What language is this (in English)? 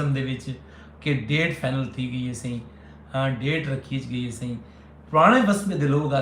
Saraiki